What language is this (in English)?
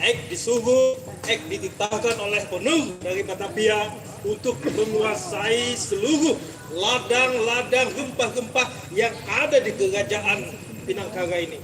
Banjar